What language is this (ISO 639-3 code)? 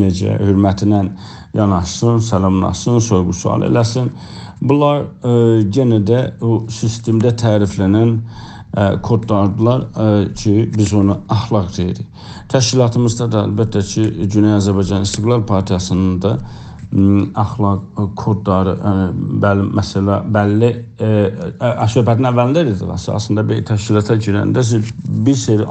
azb